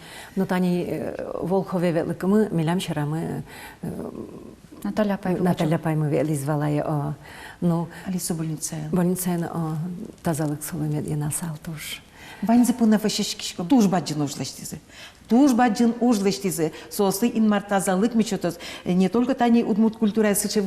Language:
Udmurt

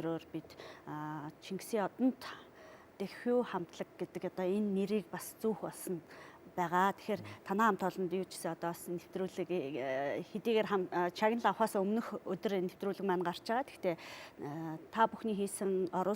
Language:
Mongolian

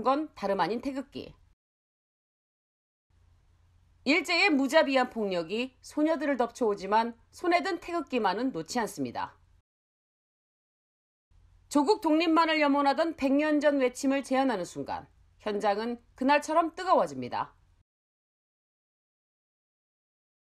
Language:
Korean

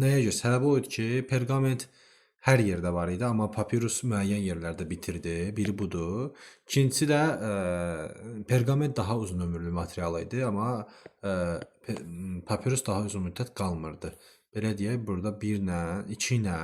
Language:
Azerbaijani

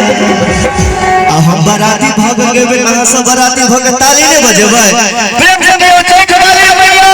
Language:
Maithili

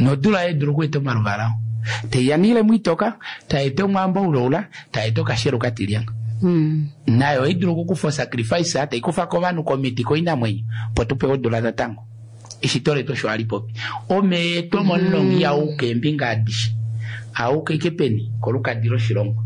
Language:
Kuanyama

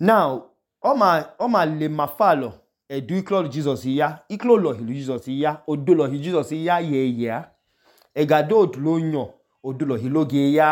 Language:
Idoma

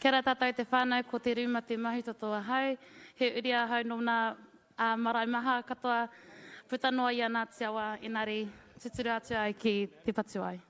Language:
Māori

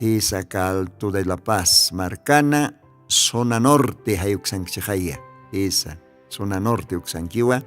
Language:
Aymara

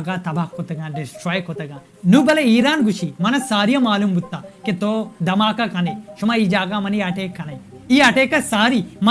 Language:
Baluchi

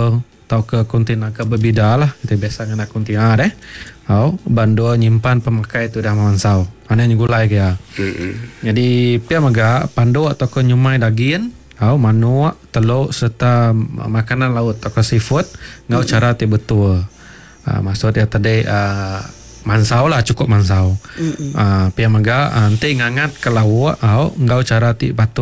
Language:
Iban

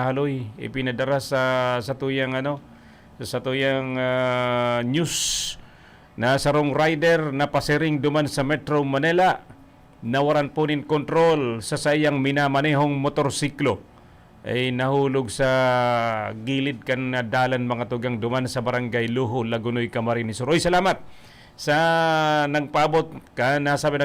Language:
Bikol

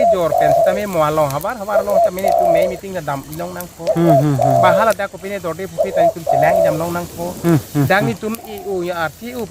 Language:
Karbi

